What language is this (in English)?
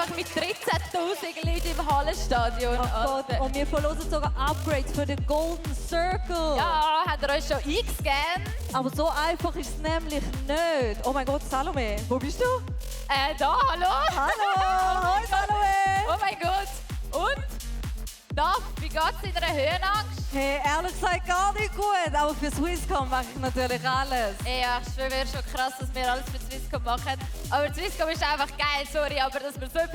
Swiss German